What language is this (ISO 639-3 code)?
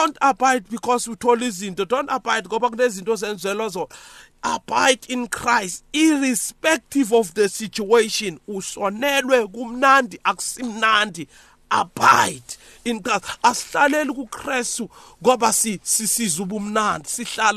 nbl